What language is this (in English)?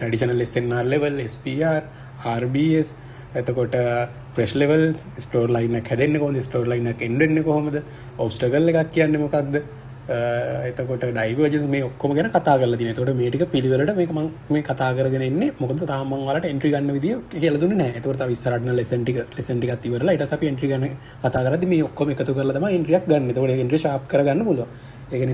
Sinhala